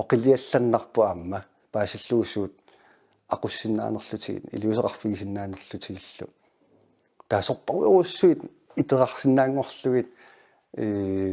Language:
Kalaallisut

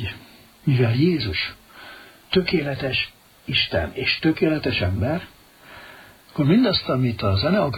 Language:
Hungarian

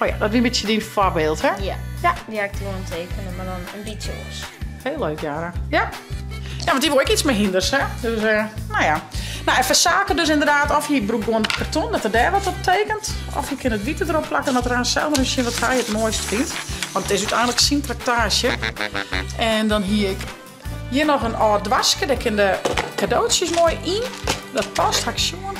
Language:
Western Frisian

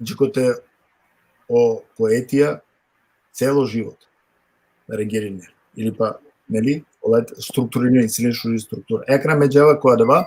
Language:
Balkan Romani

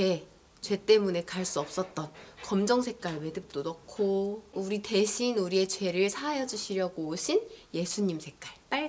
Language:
Korean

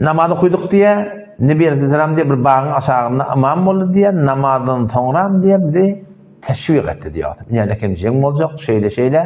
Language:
Turkmen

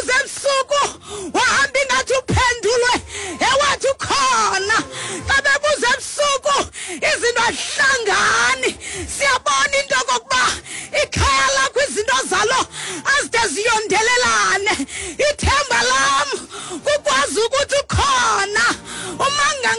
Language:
Xhosa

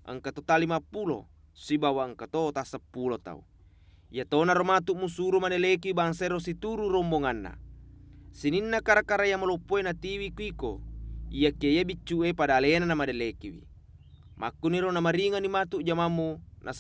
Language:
Buginese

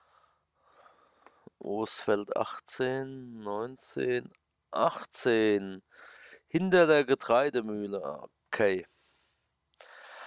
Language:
German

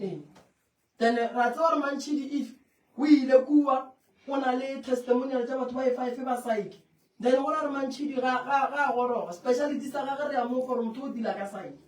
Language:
Northern Sotho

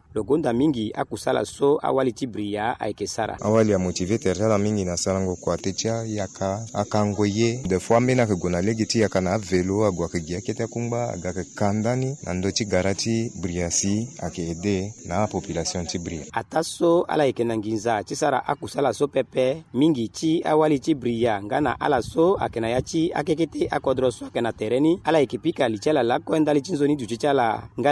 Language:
Sango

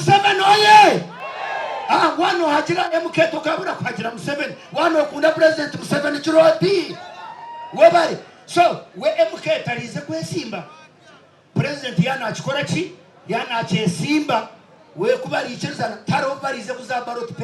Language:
Nyankole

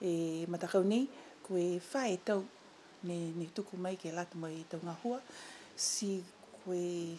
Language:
Niuean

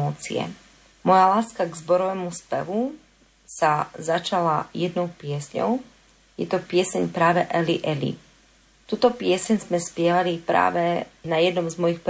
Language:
Slovak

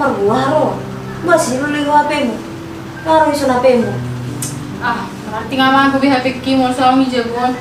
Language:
Batak Toba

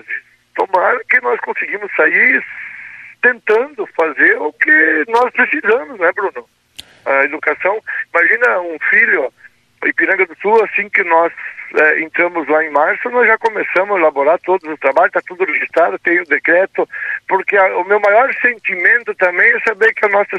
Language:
Portuguese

